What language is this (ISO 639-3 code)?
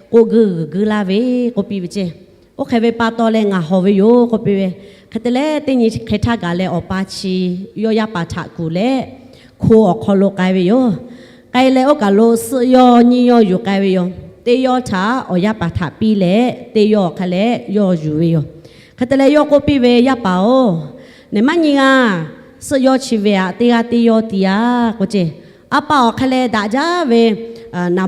lhu